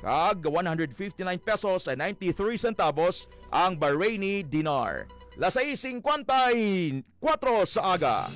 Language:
Hiligaynon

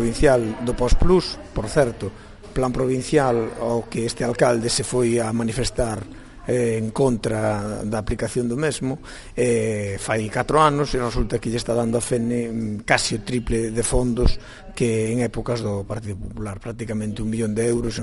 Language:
Galician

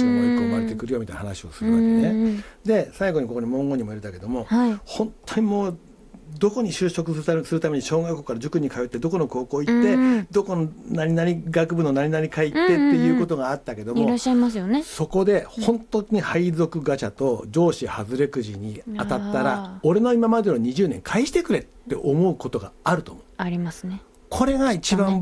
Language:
Japanese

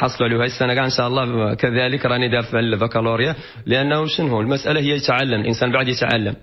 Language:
Moroccan Arabic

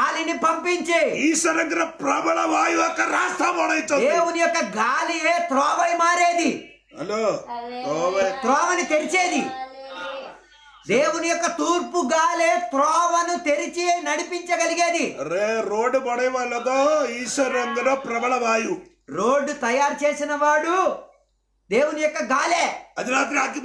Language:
Telugu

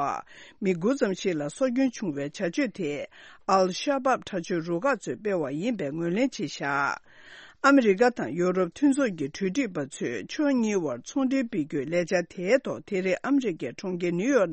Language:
Tibetan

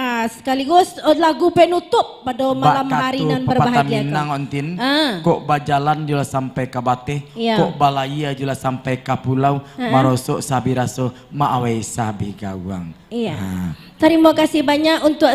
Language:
Minangkabau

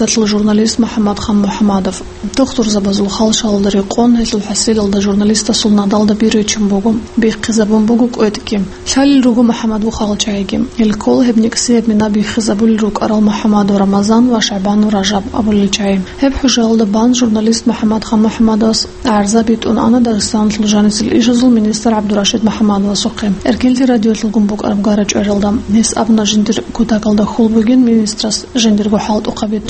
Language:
Avaric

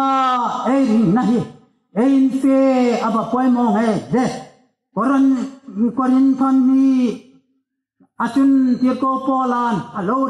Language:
Hmar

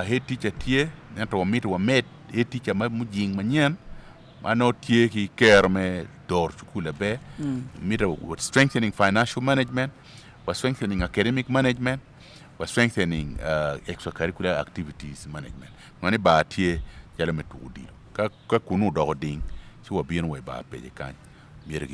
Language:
Acoli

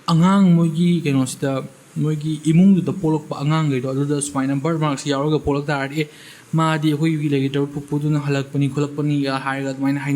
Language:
Manipuri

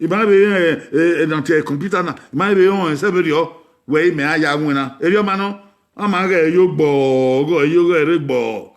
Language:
Bini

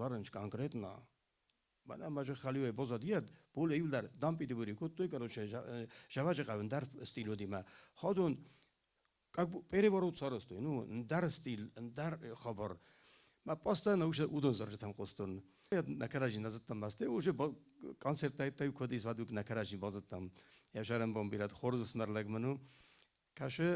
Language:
Ossetic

